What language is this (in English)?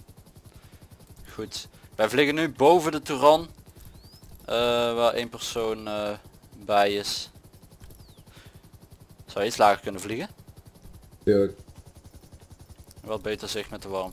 Dutch